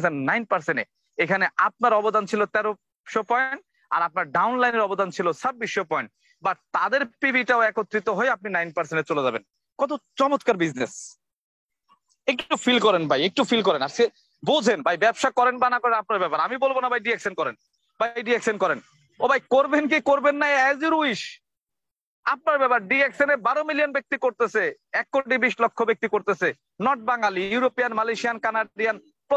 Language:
Bangla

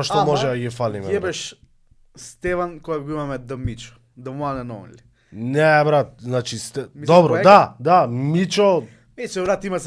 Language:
Macedonian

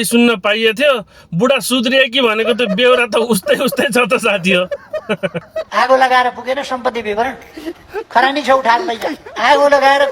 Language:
Nepali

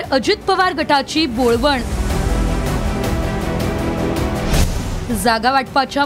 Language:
Marathi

